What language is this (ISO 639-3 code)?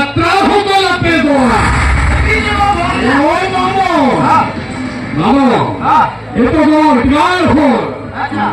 sat